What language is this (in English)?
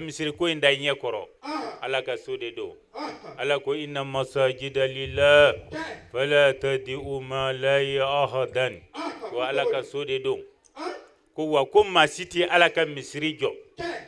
Bambara